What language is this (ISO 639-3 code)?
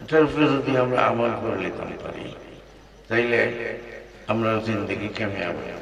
syl